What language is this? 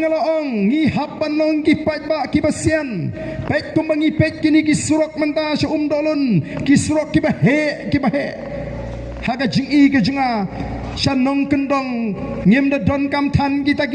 Khasi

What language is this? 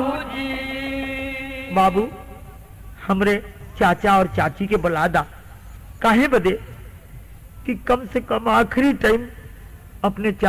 Bhojpuri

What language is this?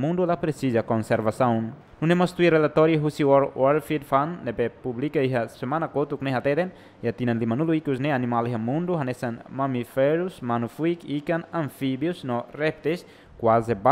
Tetum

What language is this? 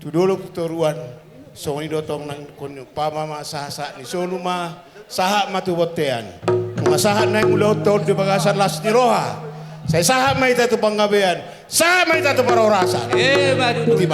Batak Toba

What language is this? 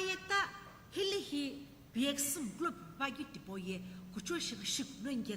Sumi Naga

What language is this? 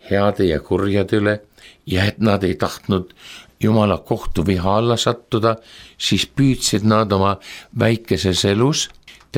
Estonian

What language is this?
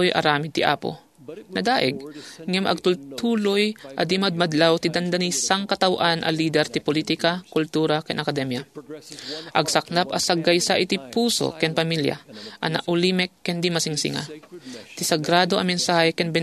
Iloko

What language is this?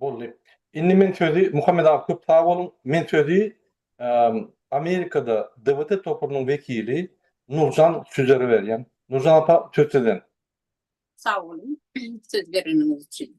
Turkmen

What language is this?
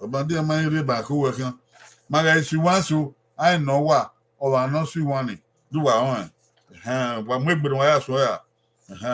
Bini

